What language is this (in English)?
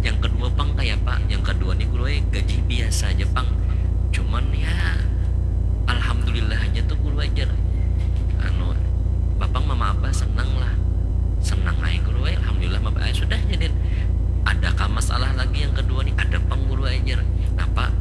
Banjar